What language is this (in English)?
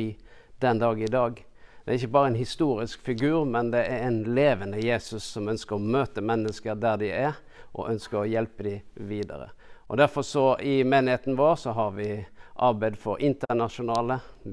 Norwegian